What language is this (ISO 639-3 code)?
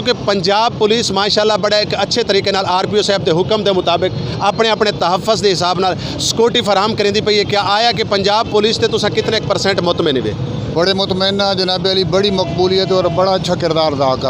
skr